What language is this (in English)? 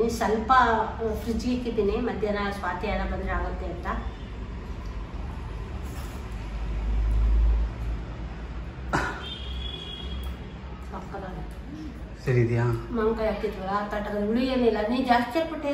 Kannada